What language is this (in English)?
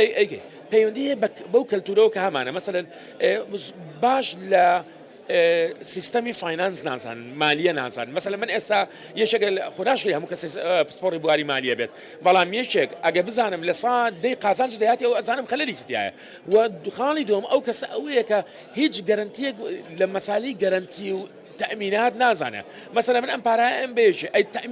Central Kurdish